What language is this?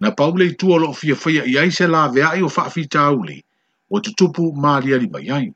Samoan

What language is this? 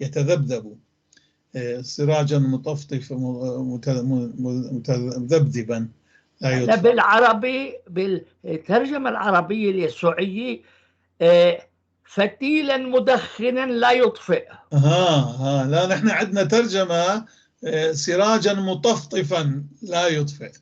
North Levantine Arabic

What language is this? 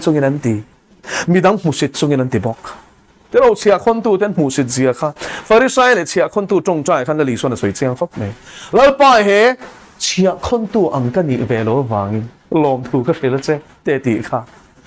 Mizo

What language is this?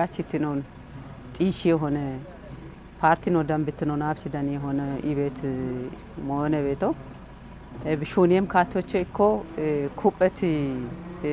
Kafa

